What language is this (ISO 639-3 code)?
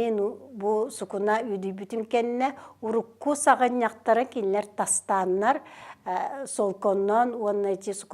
sah